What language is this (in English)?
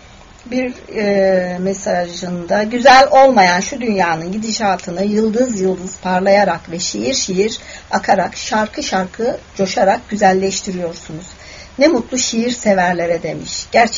Turkish